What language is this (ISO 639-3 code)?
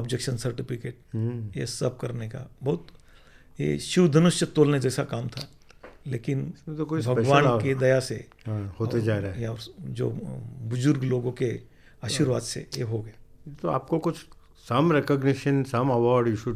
hin